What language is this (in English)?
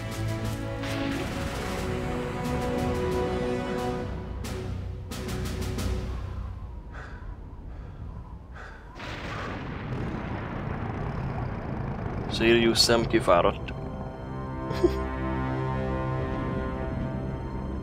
Hungarian